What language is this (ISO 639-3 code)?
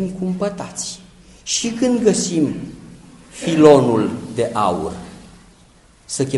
ron